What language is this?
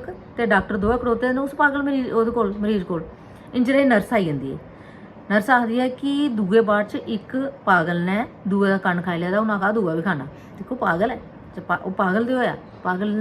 Dogri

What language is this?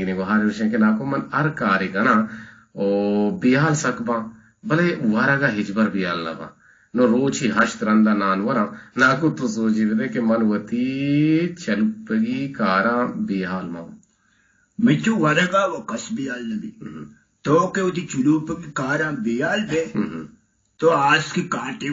Eastern Balochi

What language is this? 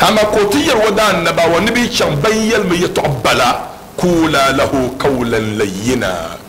Dagbani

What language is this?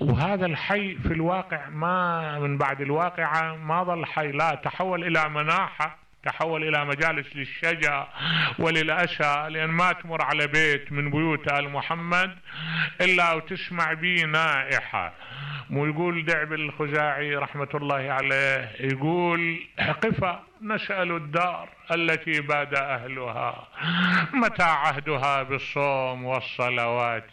Mesopotamian Arabic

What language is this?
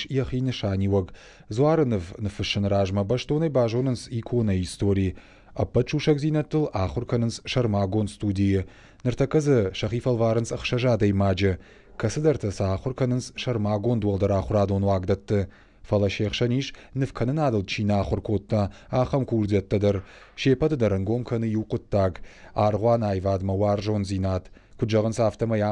Ossetic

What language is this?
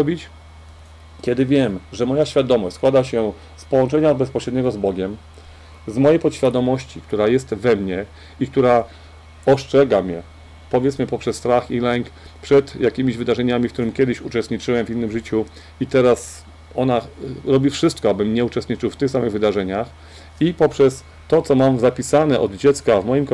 Polish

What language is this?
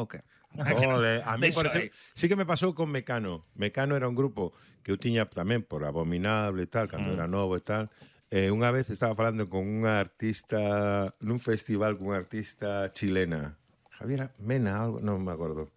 Galician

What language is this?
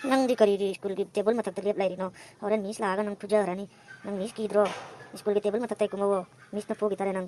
Manipuri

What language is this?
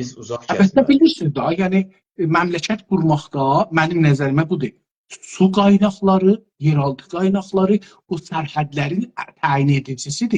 South Azerbaijani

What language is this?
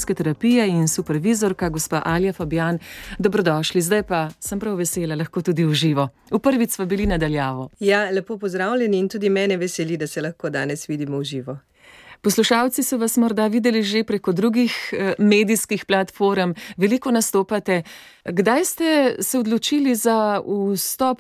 Slovenian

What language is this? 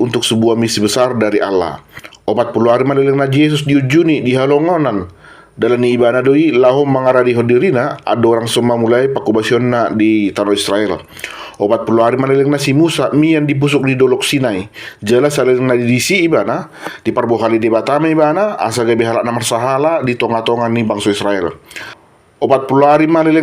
Batak Toba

